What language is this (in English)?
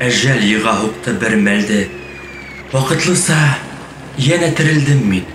Bashkir